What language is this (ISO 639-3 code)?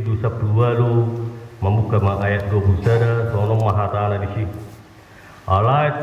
bbc